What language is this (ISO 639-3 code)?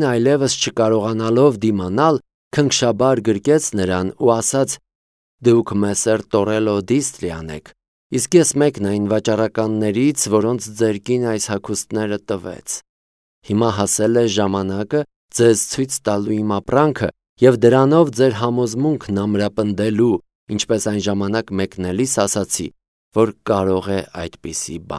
hye